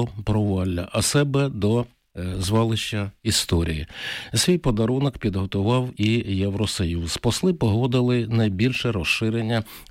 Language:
Ukrainian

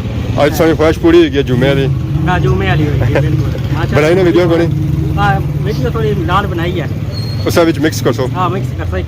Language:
Pahari-Potwari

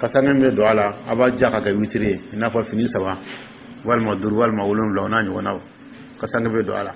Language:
Dyula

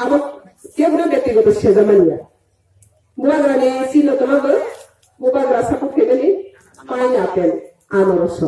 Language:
Riang (India)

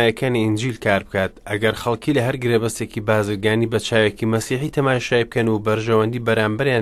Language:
Central Kurdish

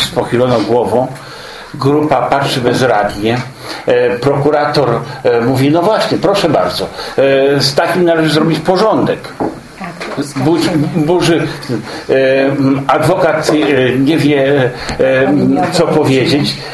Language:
Polish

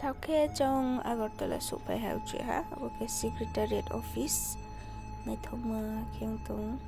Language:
Riang (India)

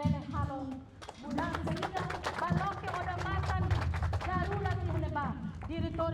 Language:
Tetum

